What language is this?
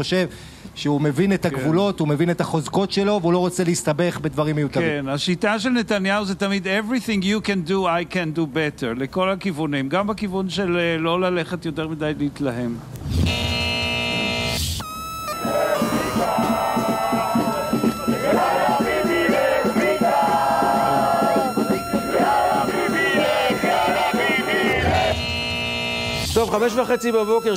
Hebrew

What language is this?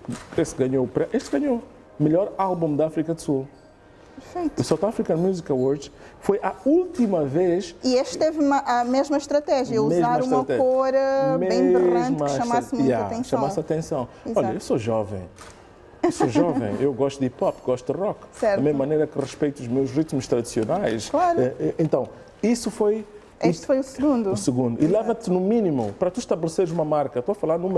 Portuguese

